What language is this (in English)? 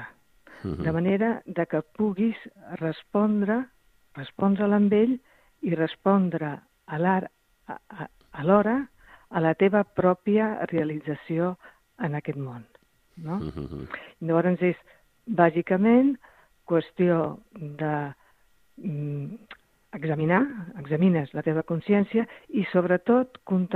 Catalan